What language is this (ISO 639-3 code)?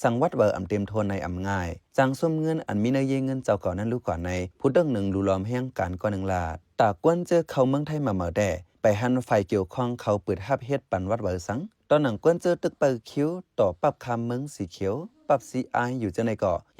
shn